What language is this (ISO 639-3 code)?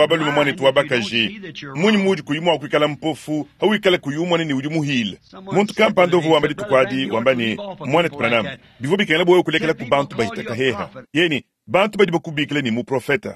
lua